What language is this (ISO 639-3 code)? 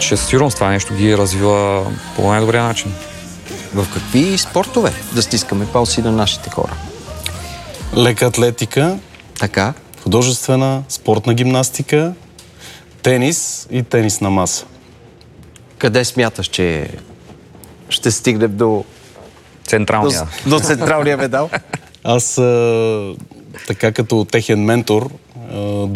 bul